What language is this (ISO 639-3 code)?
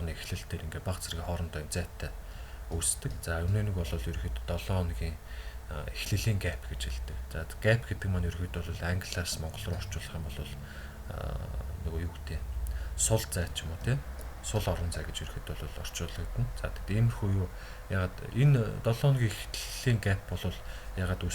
mon